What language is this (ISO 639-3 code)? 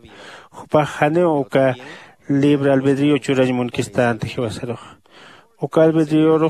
aym